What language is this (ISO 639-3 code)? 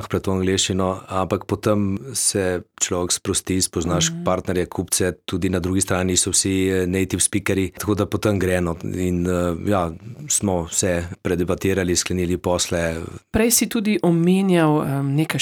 slv